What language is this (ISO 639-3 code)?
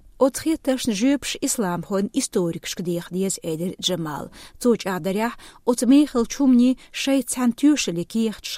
che